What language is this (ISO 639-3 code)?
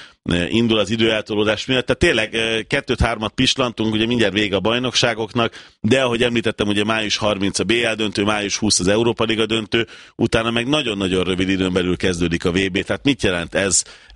hun